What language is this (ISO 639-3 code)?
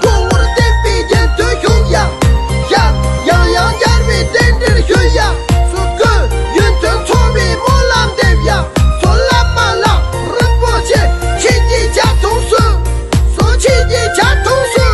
bod